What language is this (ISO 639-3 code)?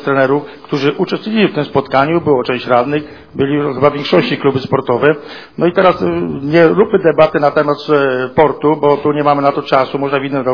pol